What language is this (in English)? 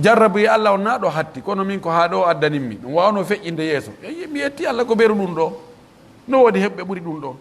Pular